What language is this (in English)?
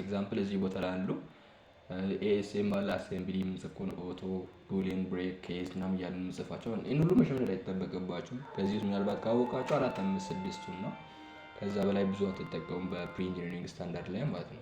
Amharic